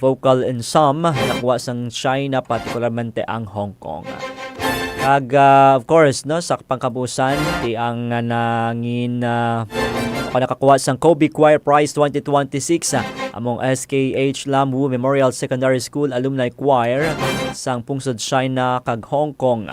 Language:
Hiligaynon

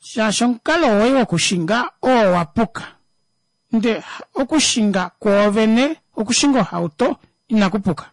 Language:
Kuanyama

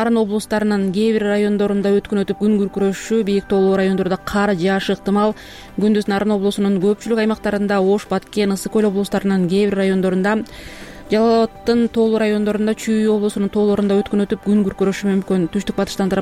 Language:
Kyrgyz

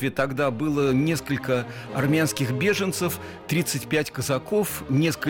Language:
Russian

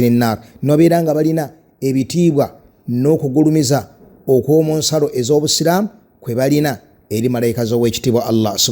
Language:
Ganda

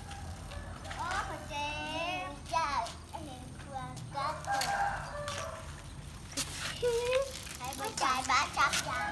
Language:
Lao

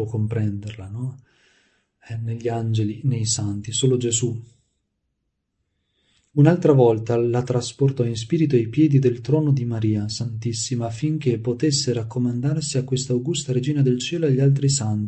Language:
Italian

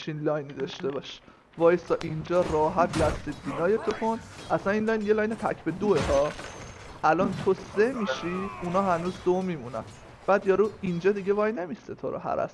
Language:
Persian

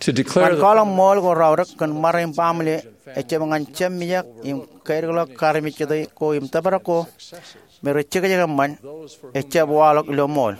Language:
Marshallese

